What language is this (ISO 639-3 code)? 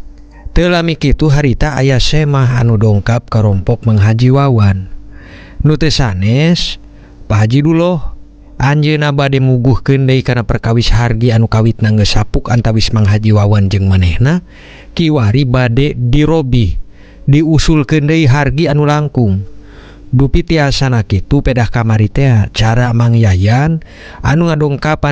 sun